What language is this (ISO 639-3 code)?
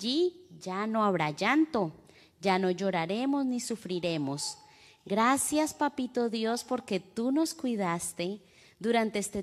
spa